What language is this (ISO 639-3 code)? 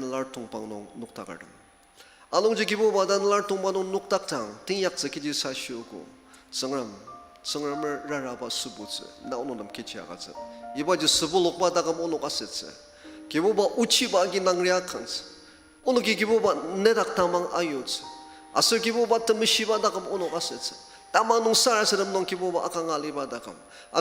njo